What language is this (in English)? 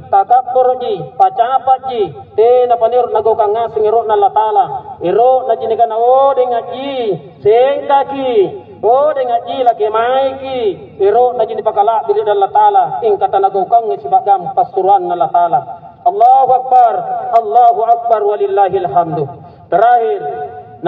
Makasar